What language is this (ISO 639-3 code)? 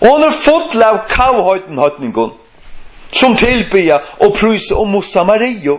fao